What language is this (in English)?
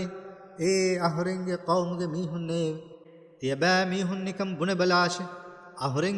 Divehi